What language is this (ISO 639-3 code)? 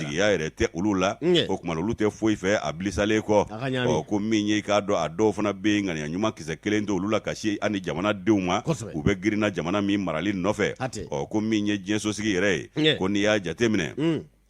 bam